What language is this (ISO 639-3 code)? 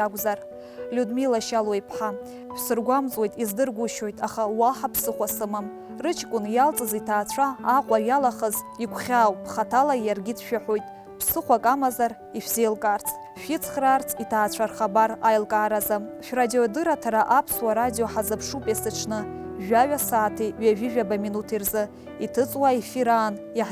abk